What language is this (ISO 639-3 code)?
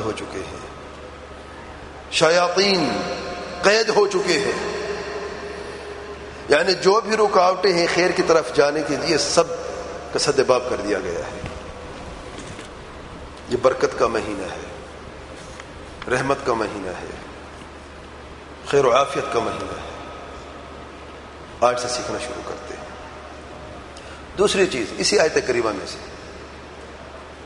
urd